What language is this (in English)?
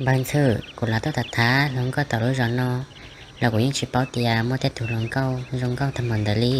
Hmong